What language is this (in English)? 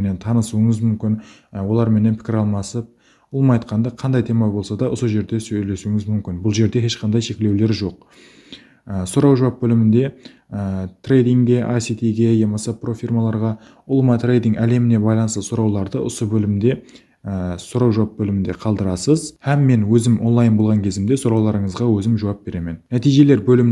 Kara-Kalpak